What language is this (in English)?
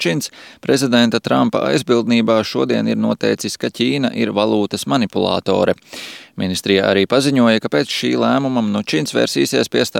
Latvian